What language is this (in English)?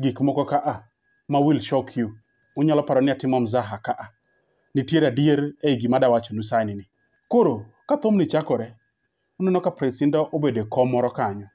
Luo (Kenya and Tanzania)